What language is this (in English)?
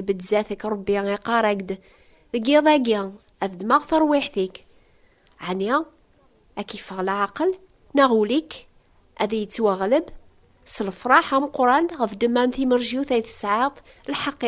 Kabyle